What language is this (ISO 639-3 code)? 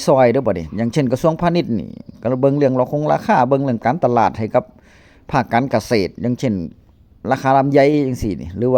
tts